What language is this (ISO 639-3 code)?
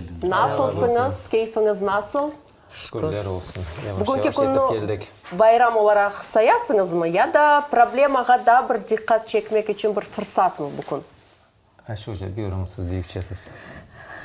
crh